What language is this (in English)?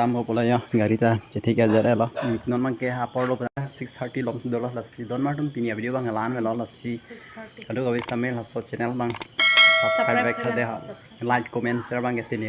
Karbi